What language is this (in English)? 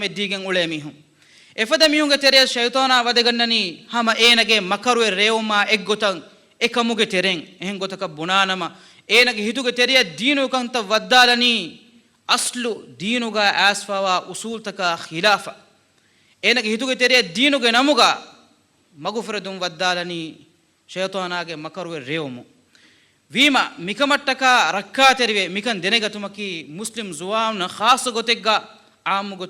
Divehi